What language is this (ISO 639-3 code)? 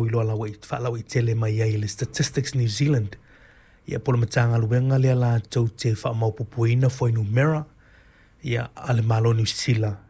smo